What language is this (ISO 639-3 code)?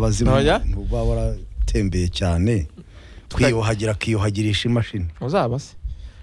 kin